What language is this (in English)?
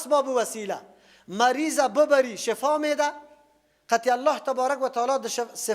Persian